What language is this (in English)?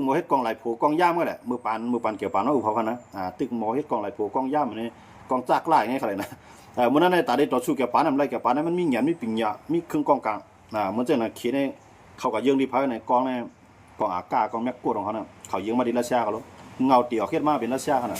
Shan